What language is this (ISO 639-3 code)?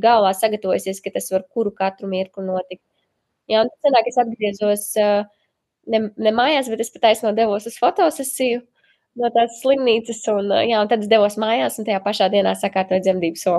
lav